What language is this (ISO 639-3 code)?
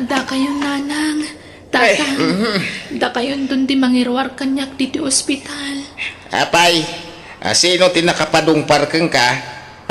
ilo